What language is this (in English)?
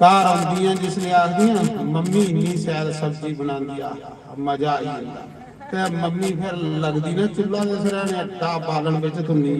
Dogri